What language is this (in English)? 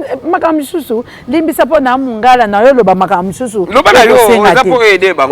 Lingala